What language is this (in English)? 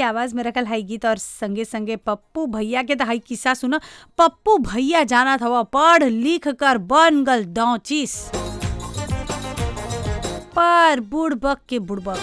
Bhojpuri